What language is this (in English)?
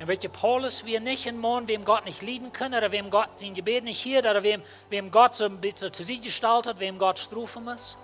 Plautdietsch